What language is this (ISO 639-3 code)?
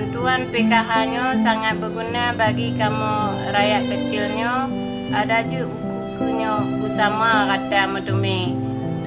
ace